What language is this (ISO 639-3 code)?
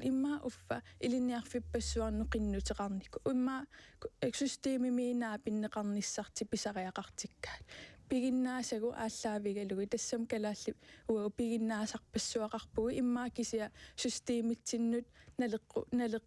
kal